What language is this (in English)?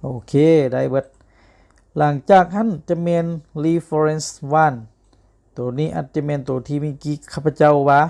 Lao